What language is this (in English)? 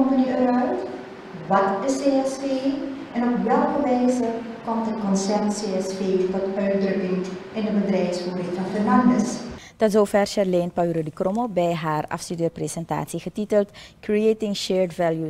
Dutch